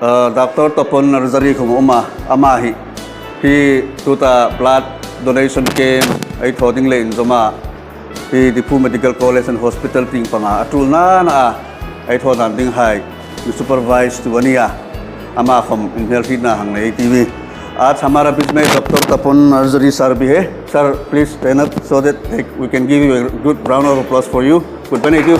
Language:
Hmar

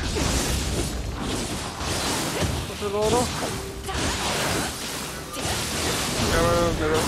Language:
Norwegian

